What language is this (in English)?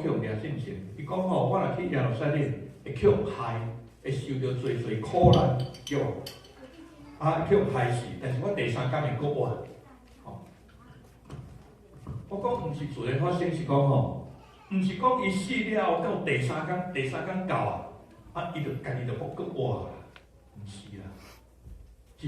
Min Nan Chinese